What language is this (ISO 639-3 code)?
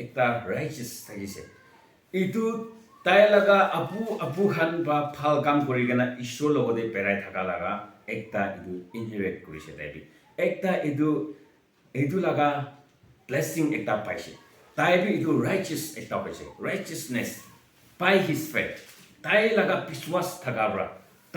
nag